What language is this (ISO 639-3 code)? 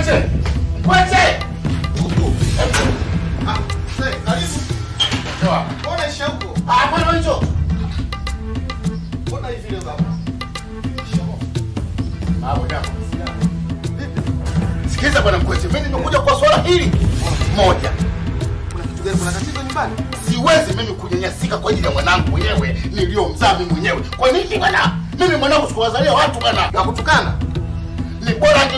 swa